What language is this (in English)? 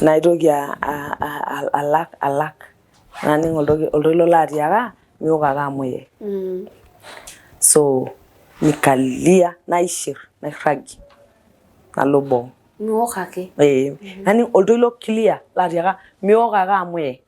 Masai